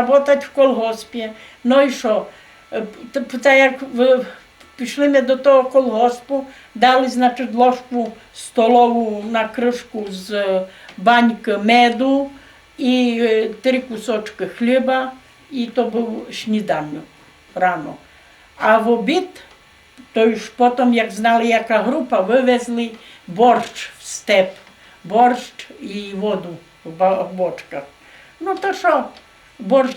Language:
Rusyn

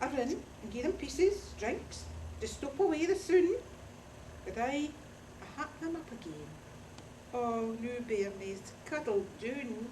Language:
Scots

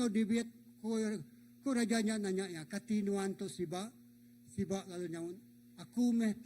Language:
Iban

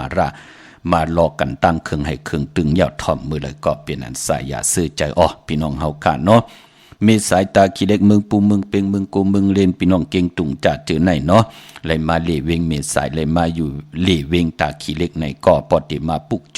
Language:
Shan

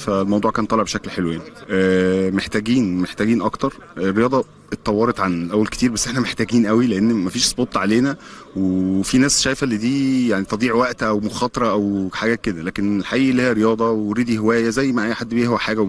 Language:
Egyptian Arabic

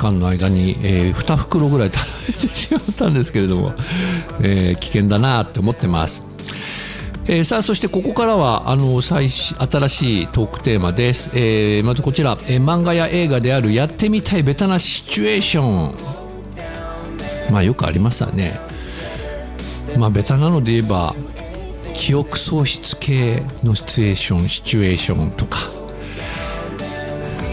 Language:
Japanese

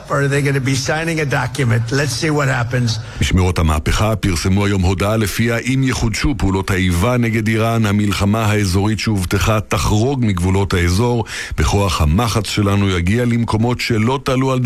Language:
Hebrew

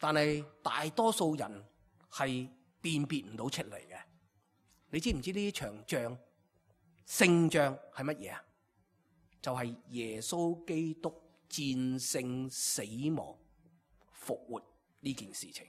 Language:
Cantonese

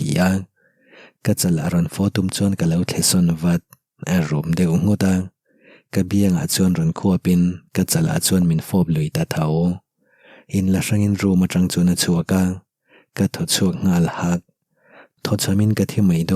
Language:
Mizo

